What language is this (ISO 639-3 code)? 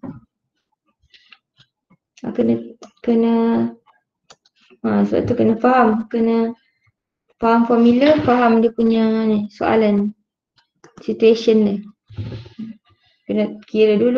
msa